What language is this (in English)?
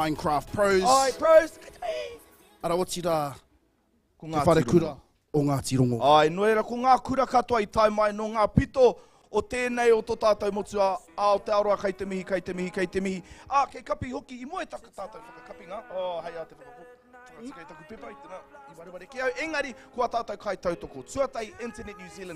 Māori